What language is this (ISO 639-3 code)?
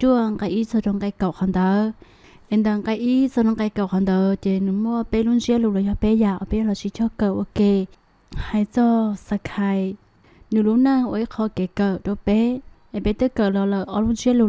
hmn